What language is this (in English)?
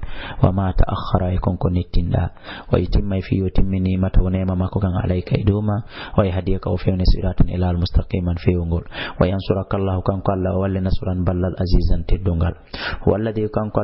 Fula